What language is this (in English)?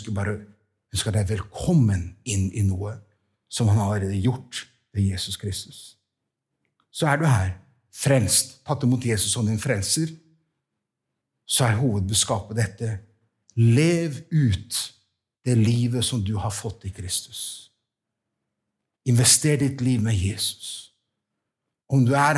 Norwegian